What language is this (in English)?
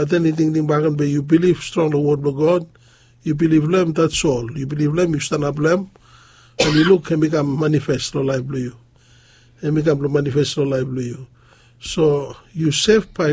Bislama